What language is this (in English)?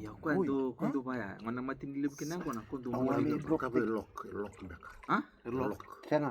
Fijian